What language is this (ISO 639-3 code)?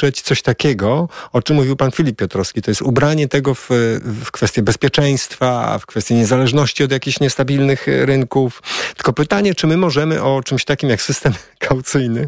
pol